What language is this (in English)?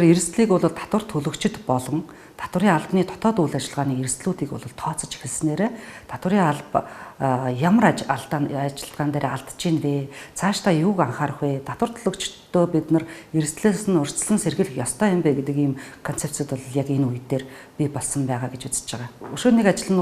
Mongolian